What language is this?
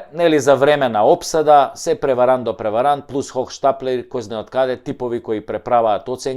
Macedonian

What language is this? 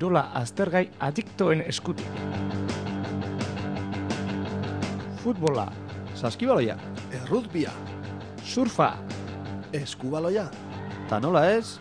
Basque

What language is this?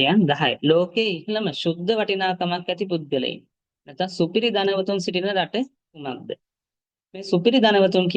Sinhala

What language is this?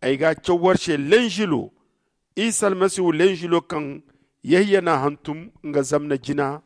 Zarma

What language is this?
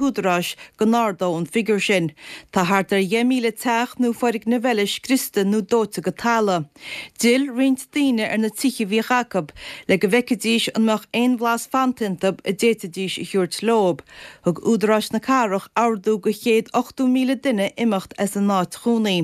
Irish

